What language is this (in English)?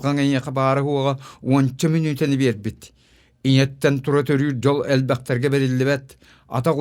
Yakut